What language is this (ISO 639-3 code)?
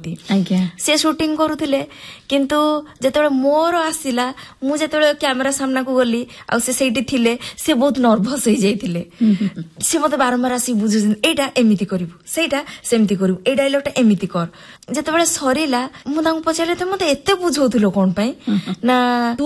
ori